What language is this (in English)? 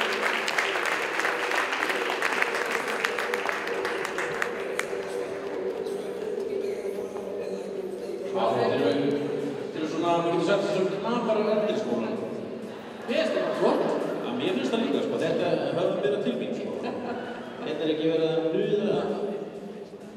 Icelandic